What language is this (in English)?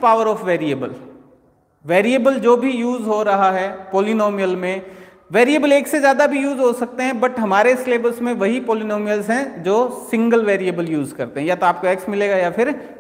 Hindi